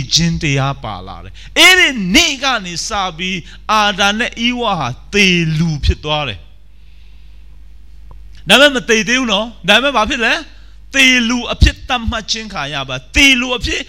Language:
Burmese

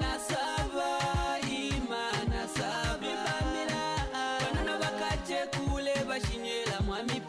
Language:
Lozi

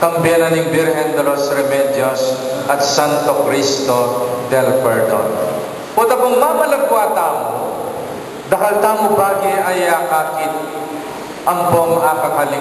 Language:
Pampanga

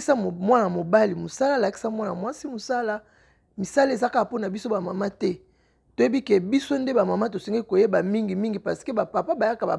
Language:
Lingala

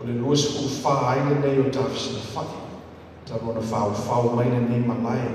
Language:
Samoan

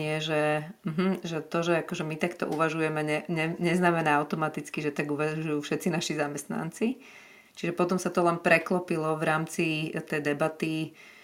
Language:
Slovak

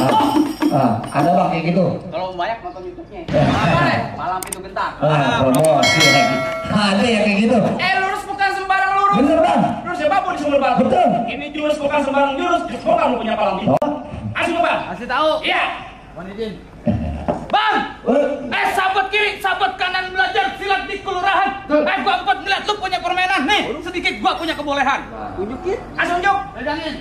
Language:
Betawi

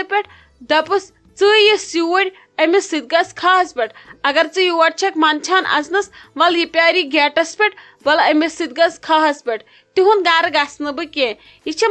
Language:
Kashmiri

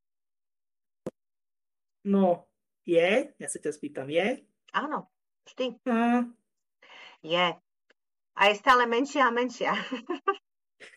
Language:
Slovak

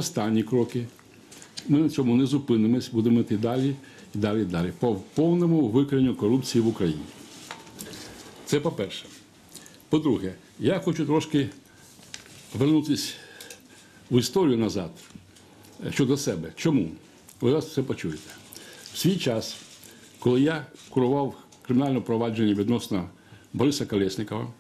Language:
Ukrainian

